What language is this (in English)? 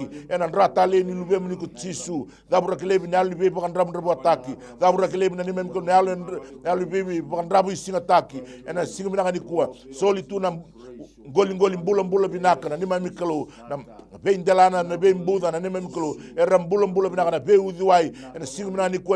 Fijian